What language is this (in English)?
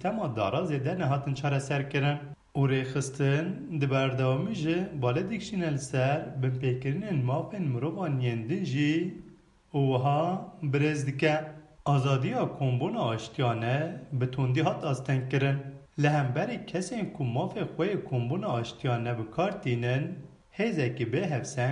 Kurdish